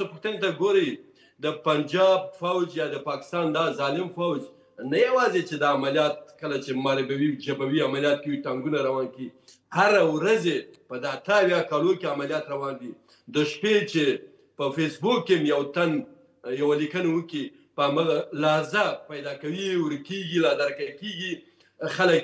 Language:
Pashto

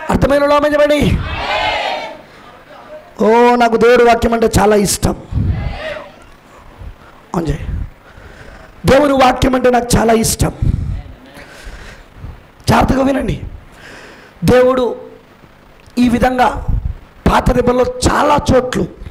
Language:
Telugu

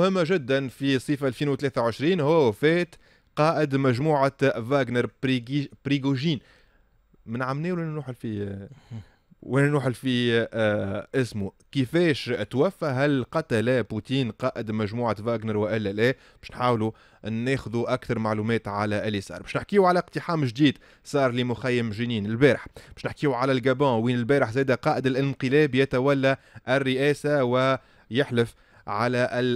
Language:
Tunisian Arabic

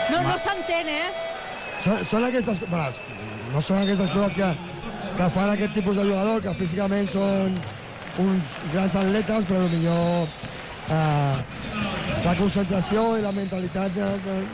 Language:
Catalan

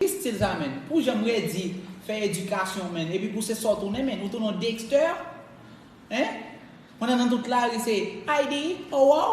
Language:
Haitian Creole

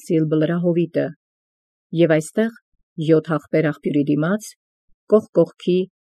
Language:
Armenian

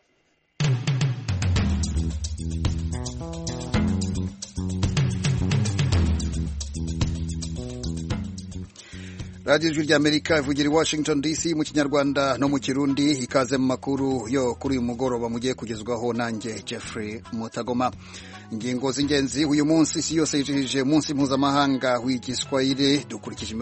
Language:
Kinyarwanda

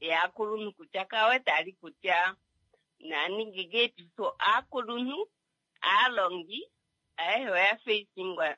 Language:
Kuanyama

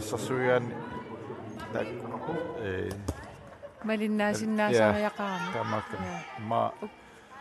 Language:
Kalaallisut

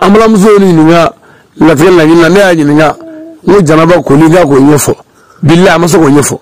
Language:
Bambara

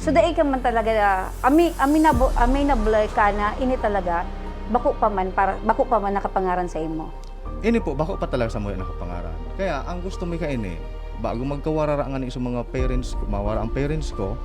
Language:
Bikol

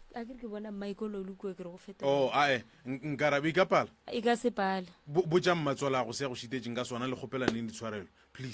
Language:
Northern Sotho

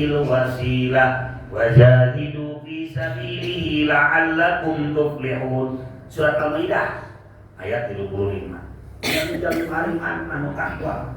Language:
Sundanese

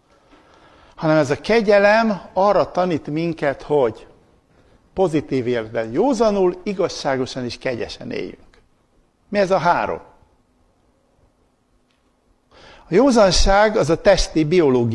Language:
Hungarian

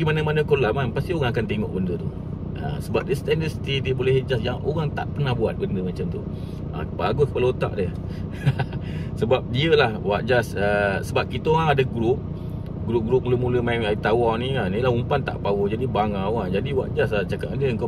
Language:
Malay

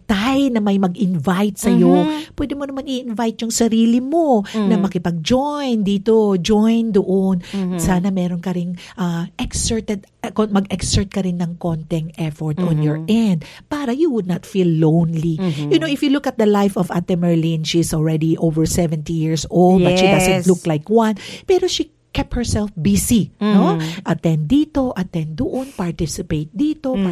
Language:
Filipino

